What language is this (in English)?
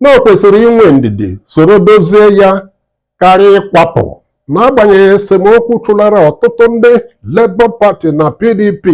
Igbo